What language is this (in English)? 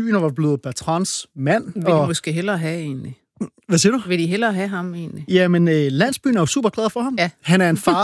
Danish